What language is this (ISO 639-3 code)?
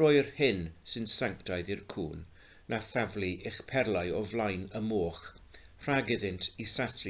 cym